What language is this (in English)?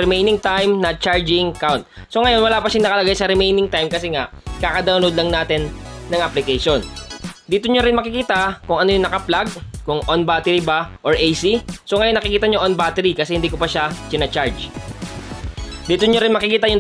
Filipino